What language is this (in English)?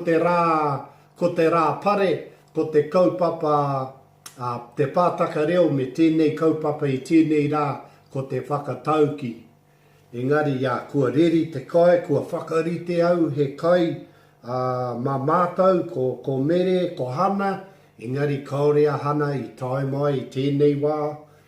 Māori